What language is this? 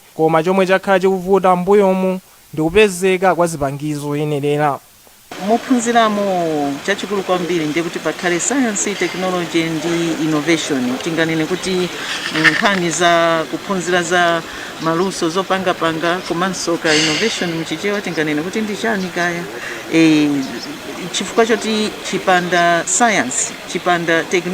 Nyanja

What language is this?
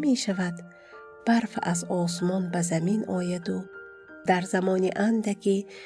Tajik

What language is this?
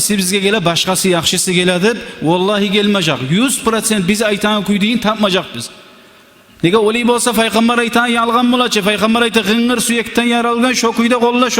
Kumyk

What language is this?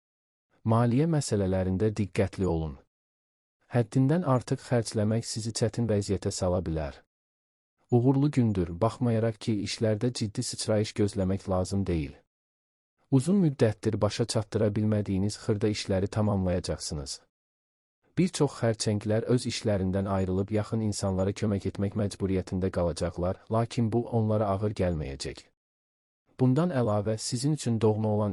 Azerbaijani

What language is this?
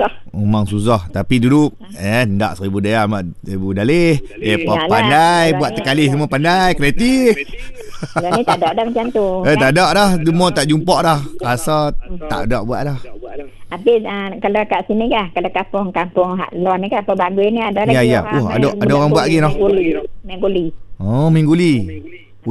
Malay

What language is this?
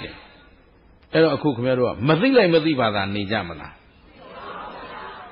Burmese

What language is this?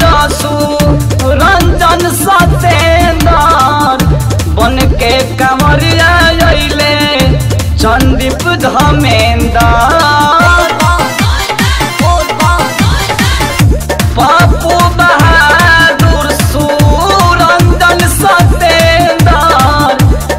Bhojpuri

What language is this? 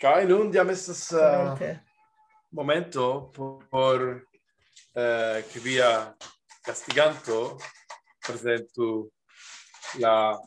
Esperanto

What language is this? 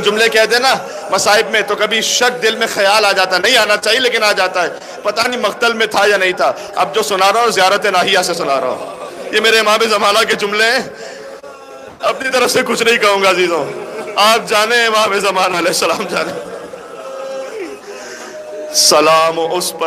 Urdu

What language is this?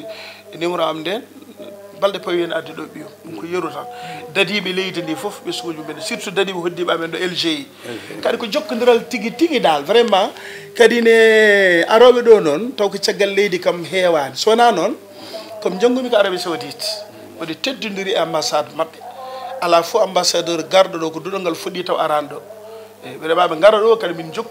Fula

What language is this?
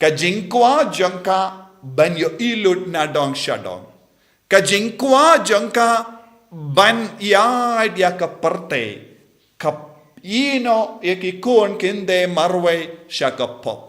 Khasi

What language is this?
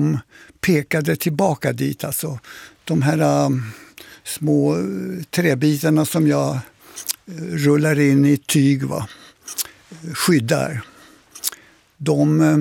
Swedish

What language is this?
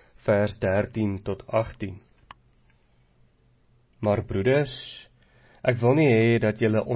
Afrikaans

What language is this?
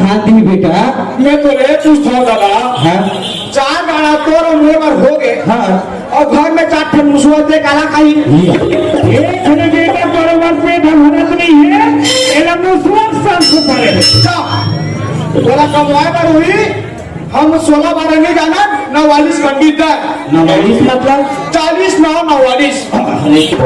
Chhattisgarhi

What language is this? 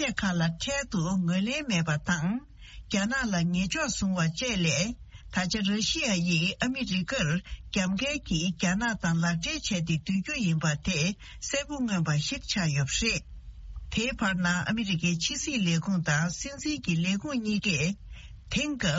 Tibetan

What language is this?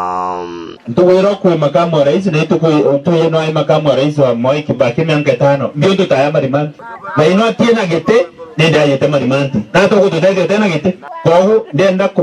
Meru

